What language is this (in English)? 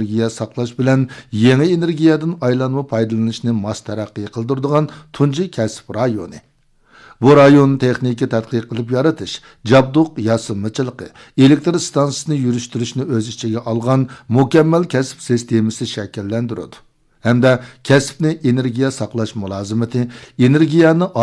Uyghur